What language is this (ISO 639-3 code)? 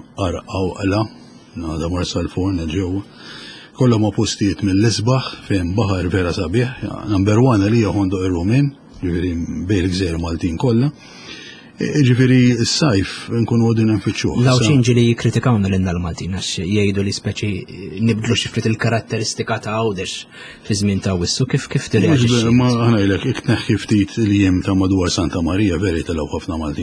mlt